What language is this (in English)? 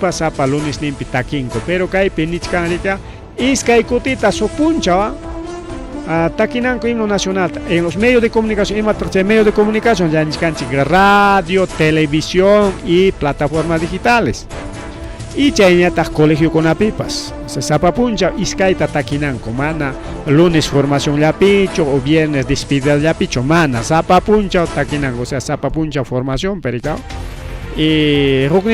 Ayacucho Quechua